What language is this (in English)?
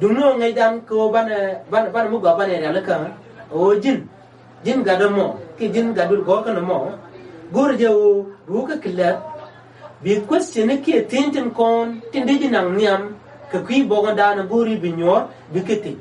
Nuer